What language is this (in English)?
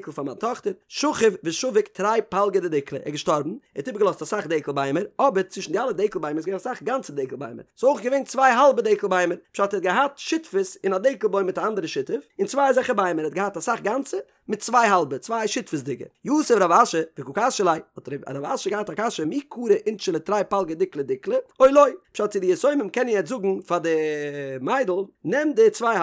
Yiddish